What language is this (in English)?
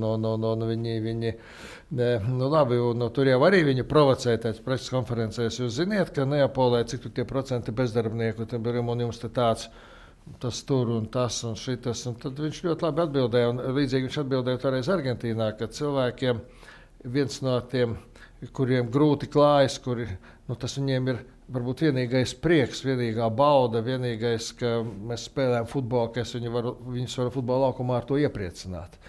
Latvian